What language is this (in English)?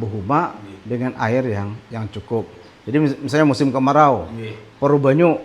Banjar